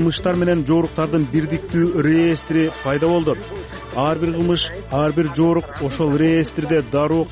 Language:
Kyrgyz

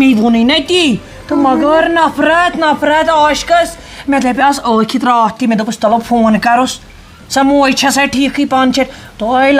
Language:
Kashmiri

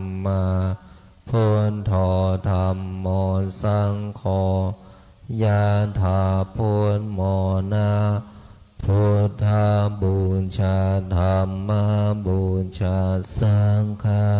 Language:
Pali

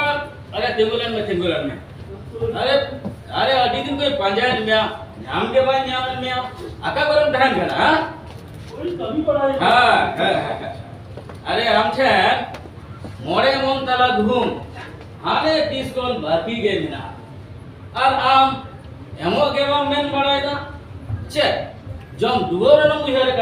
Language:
Santali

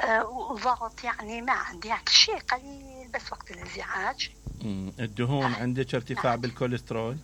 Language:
Mesopotamian Arabic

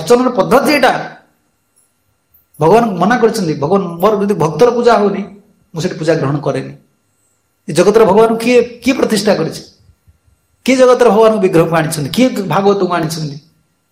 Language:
Odia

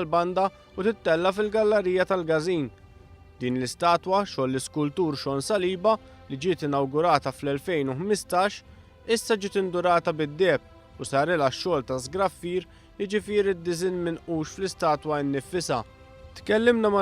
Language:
Maltese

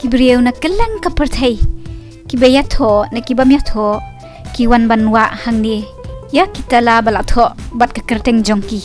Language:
Khasi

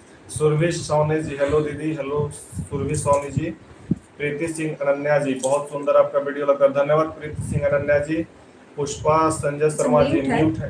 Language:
Magahi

